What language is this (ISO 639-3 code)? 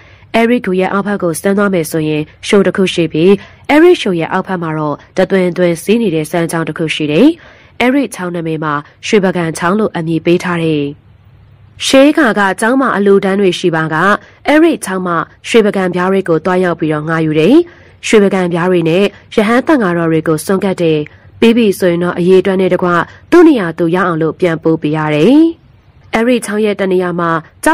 mya